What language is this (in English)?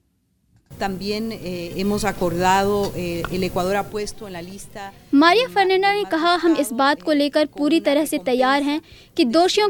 Hindi